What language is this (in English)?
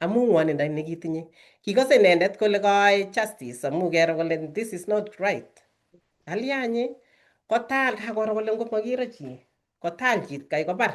Kalenjin